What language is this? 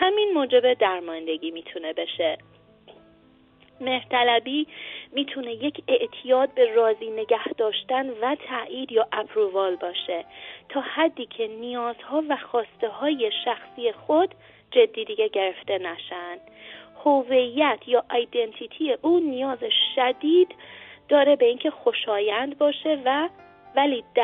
Persian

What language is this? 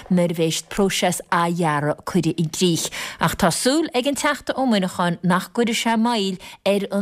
Irish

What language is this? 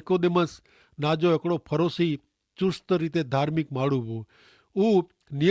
Kachhi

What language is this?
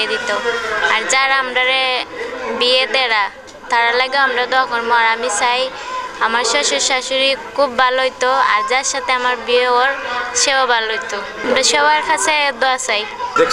Sylheti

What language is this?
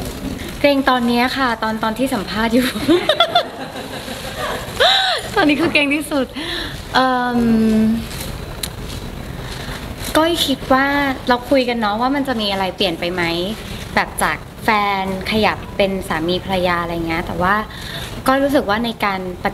Thai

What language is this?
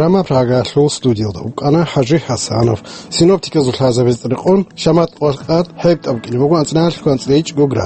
Avaric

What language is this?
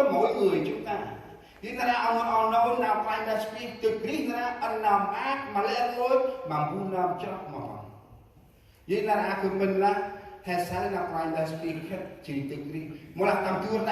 Central Mnong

